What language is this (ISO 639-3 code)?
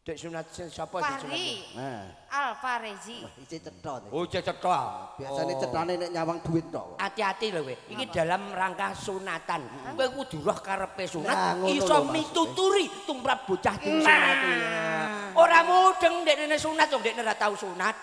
jav